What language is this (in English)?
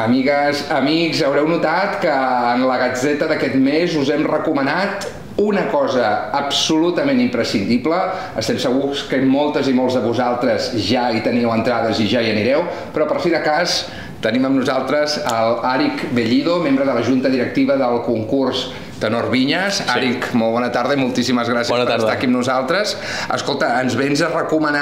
Catalan